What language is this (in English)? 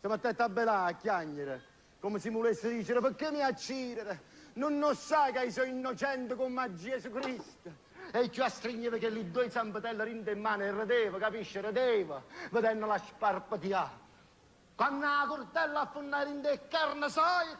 Neapolitan